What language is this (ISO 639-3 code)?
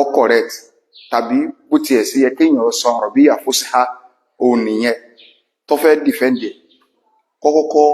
yor